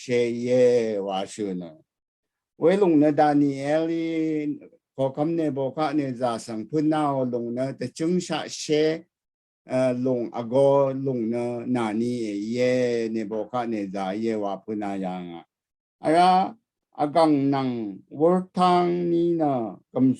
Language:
Rawang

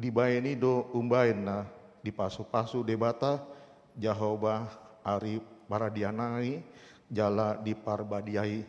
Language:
Batak Toba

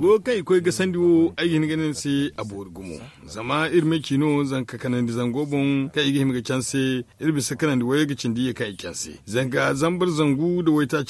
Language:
Zarma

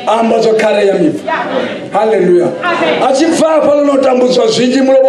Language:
Venda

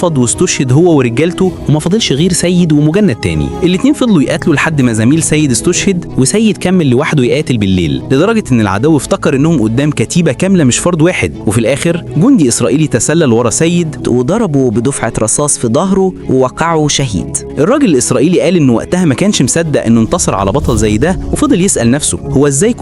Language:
Egyptian Arabic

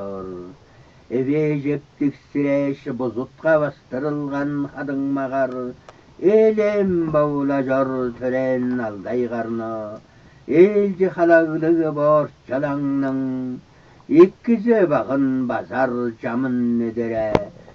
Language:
Tuvinian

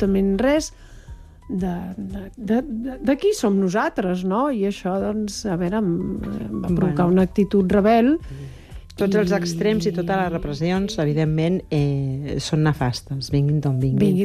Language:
Catalan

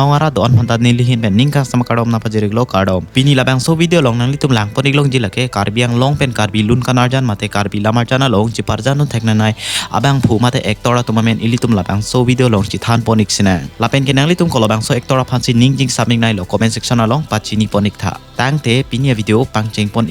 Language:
Karbi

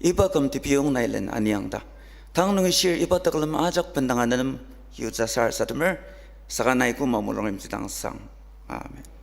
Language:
Ao Naga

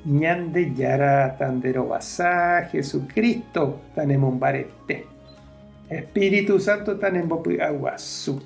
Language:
Guarani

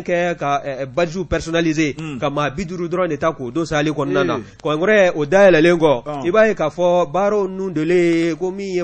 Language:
Bambara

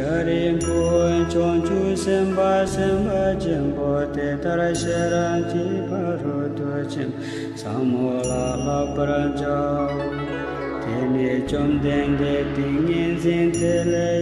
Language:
Tibetan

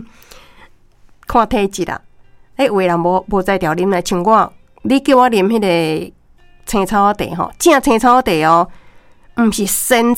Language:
Min Nan Chinese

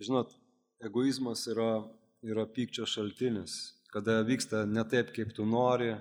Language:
Lithuanian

